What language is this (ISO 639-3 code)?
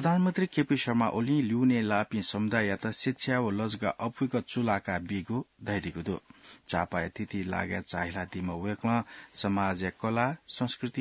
new